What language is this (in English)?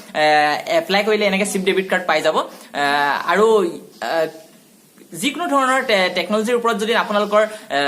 Assamese